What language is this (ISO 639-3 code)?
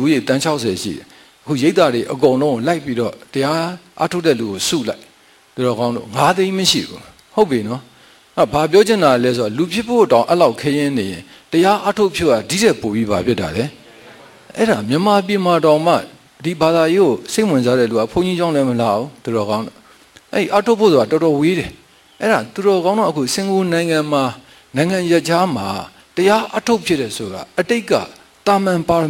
mya